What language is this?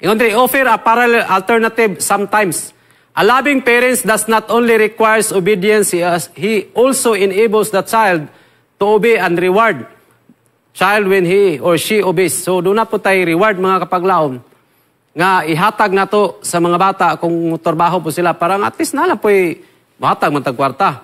Cebuano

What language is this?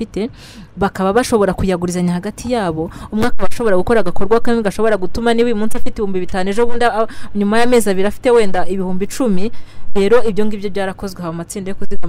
Kinyarwanda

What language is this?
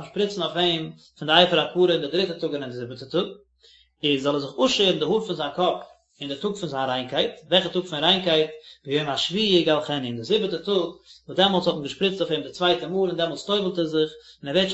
Yiddish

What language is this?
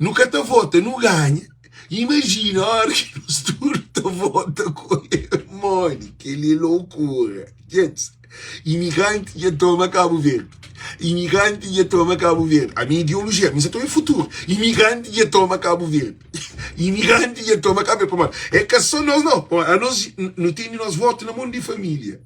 Kabuverdianu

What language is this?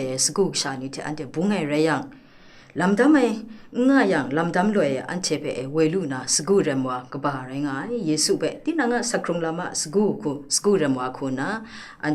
Kachin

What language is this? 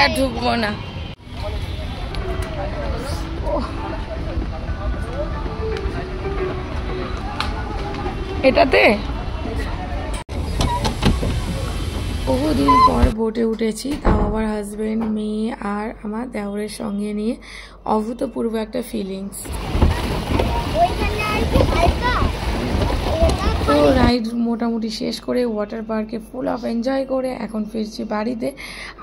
Bangla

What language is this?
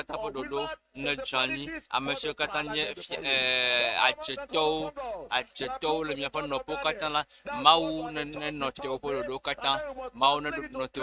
Ewe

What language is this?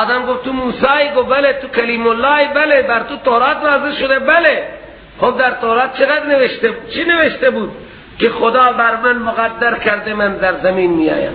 Persian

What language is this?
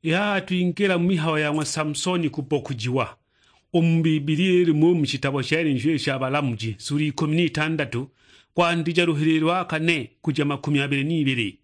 Sukuma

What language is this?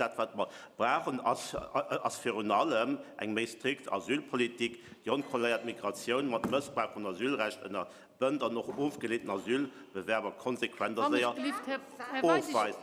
Luxembourgish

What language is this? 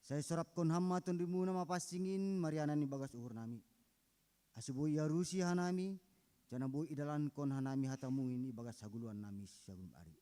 Batak Simalungun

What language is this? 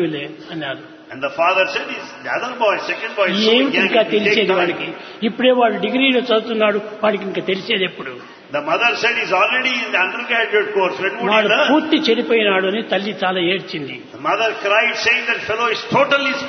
Telugu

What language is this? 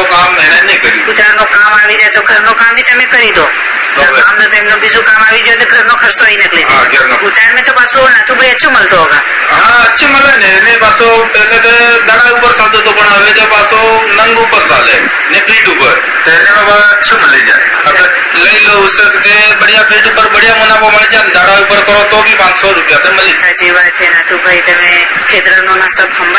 Gujarati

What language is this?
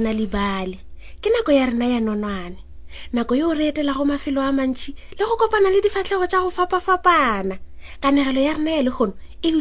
Northern Sotho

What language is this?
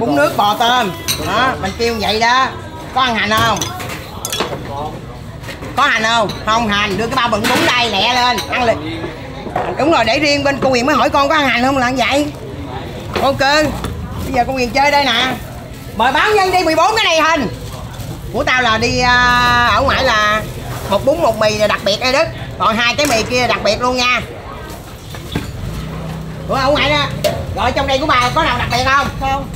Vietnamese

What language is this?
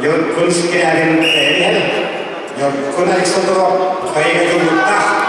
Yakut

